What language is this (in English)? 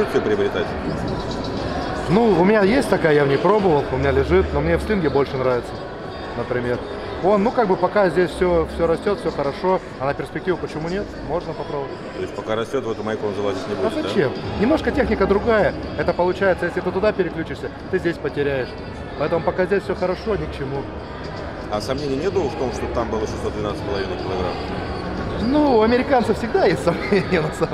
Russian